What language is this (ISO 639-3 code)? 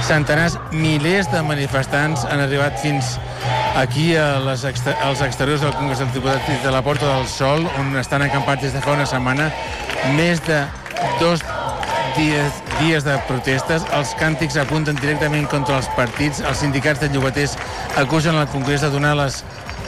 cat